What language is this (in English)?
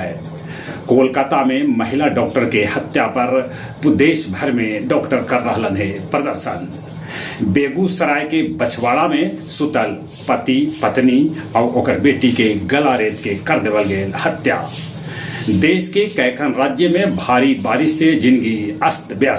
Magahi